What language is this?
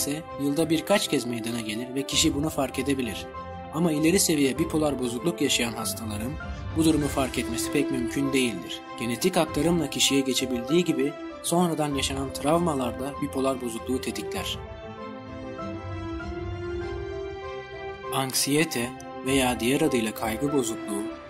Turkish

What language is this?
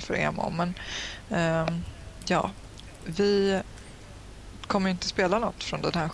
Swedish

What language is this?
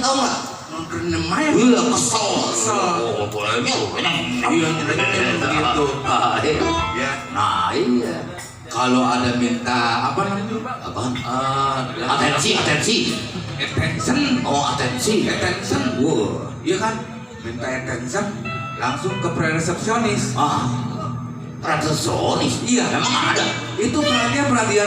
Betawi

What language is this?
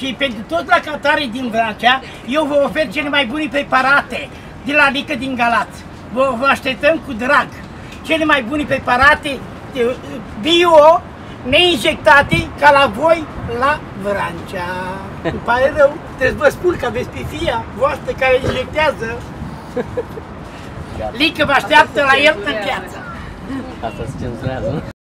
Romanian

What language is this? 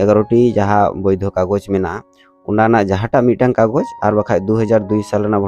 Santali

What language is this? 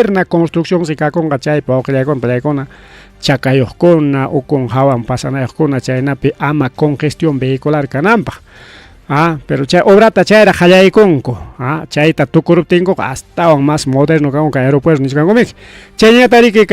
Ayacucho Quechua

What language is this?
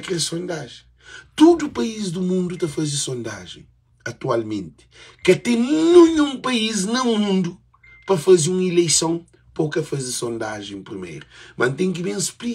Kabuverdianu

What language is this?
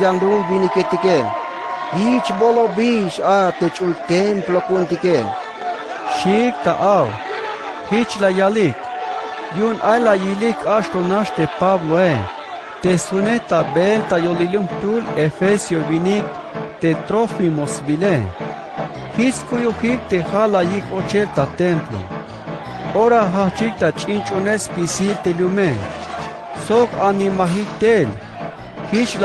Tzeltal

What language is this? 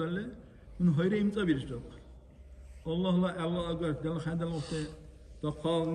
Dargwa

